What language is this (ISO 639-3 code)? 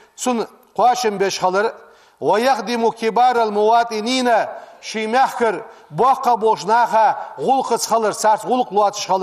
inh